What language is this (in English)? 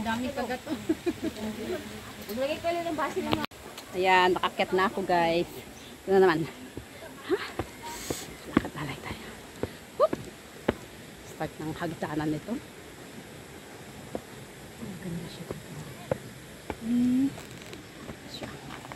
Filipino